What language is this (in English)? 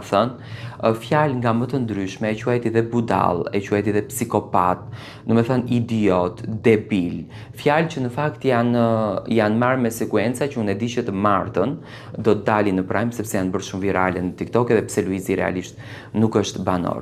Albanian